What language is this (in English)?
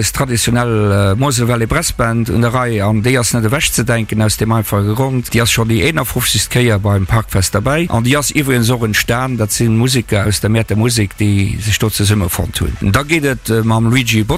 Luxembourgish